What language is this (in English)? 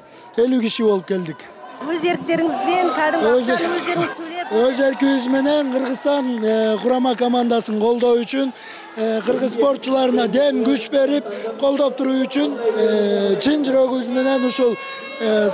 Kyrgyz